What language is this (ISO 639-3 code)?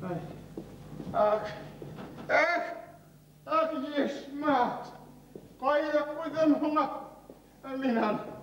bak